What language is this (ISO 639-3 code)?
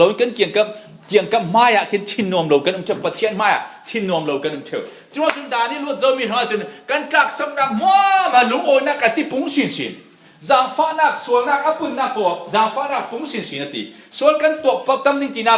cfm